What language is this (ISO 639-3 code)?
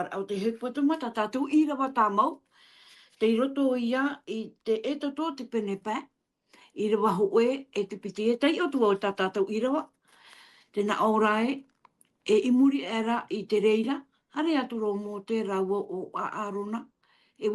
tah